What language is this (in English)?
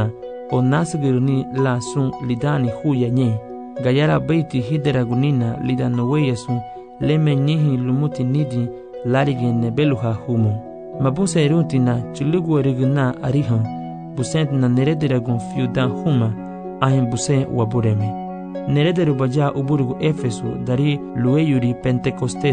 Garifuna